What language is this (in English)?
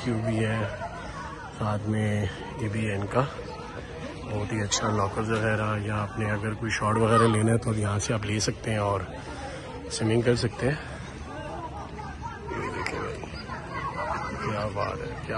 Hindi